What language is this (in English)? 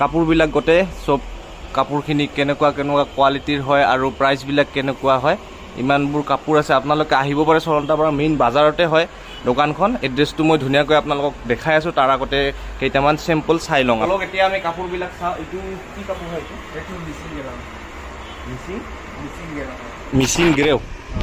Assamese